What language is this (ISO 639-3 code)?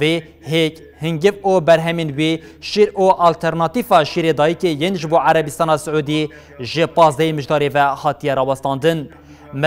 kur